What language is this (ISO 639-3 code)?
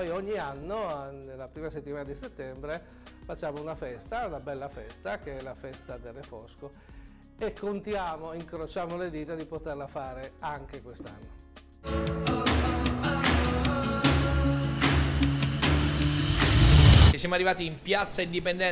ita